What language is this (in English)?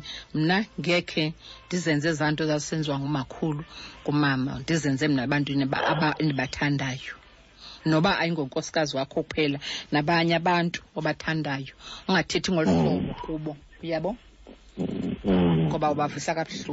Xhosa